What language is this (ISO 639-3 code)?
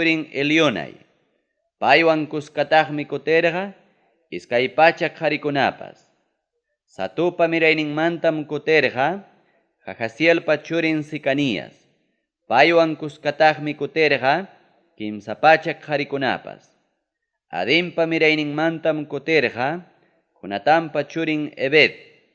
quy